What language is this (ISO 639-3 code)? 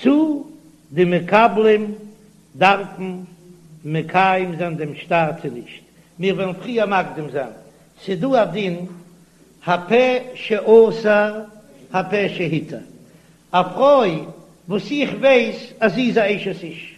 yid